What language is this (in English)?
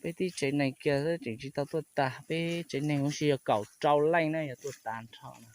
Hmong